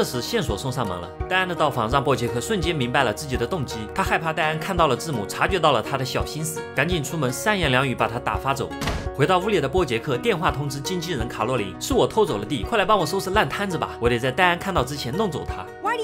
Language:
Chinese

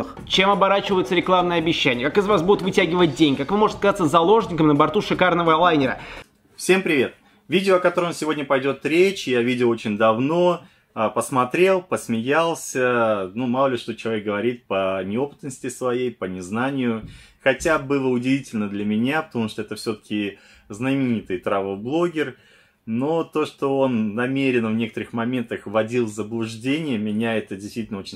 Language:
Russian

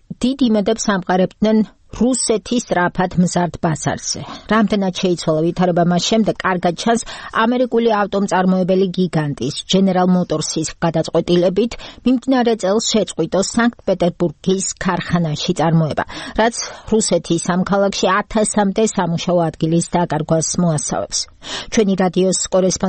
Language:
Georgian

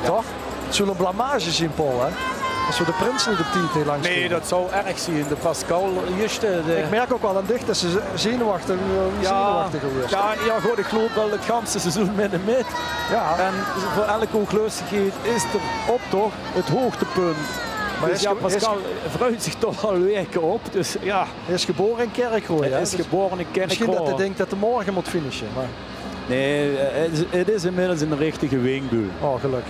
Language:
Limburgish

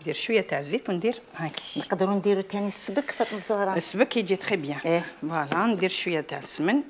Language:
Algerian Arabic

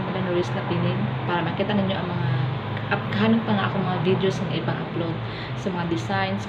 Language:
Cebuano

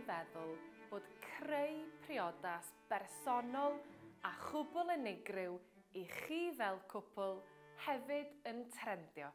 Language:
Welsh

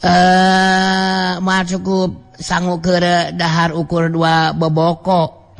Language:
Sundanese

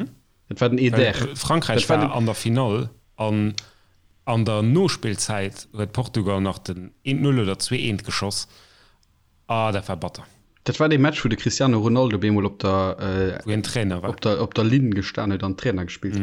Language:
Luxembourgish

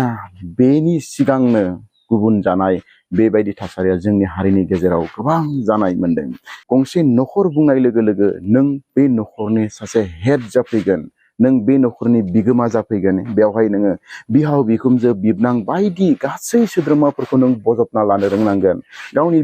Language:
Bodo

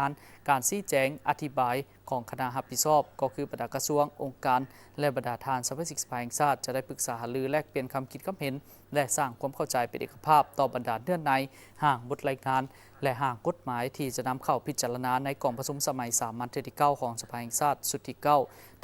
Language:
Lao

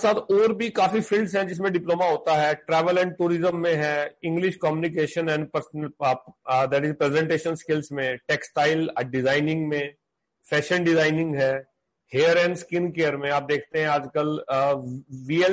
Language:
Hindi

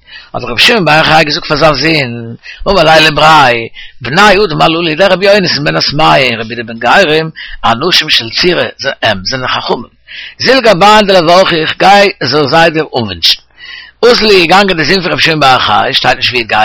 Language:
Yiddish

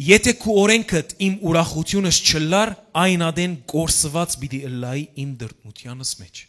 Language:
Western Armenian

